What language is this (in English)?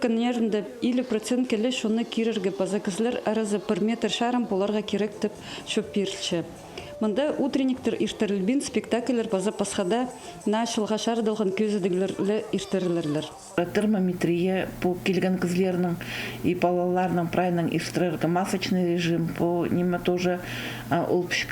Khakas